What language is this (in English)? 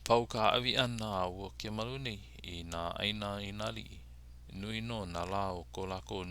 Hawaiian